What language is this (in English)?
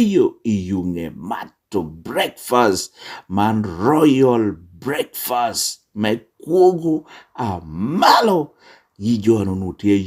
Lango (Uganda)